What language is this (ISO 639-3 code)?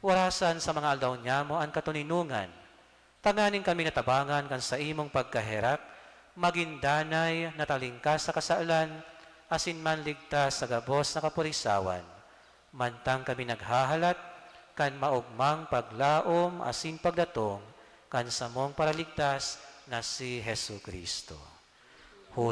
bik